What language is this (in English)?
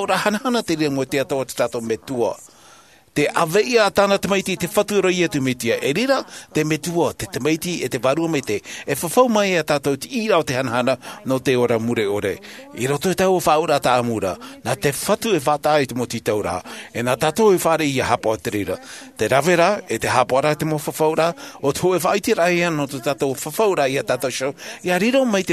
Tahitian